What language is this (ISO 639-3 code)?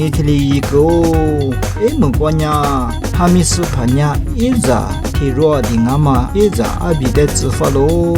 lis